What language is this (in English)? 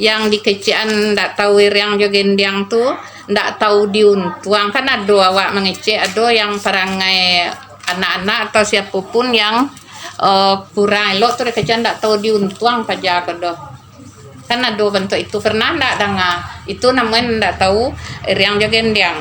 Minangkabau